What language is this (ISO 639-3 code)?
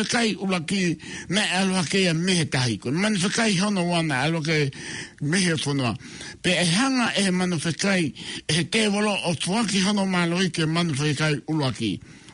ton